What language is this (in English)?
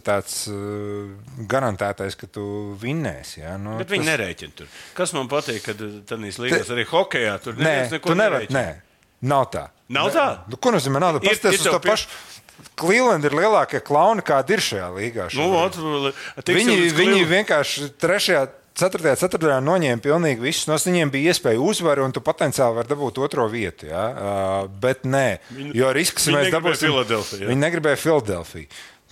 Latvian